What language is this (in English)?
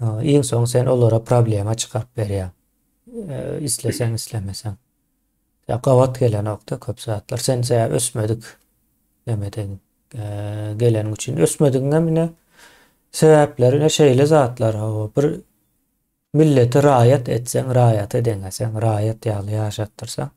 Turkmen